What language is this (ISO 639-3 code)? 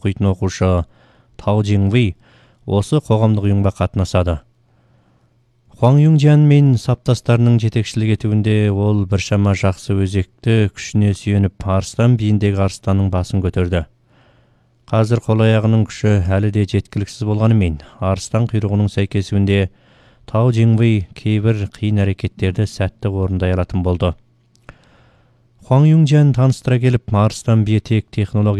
kaz